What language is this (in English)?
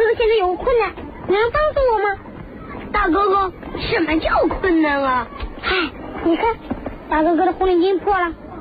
Chinese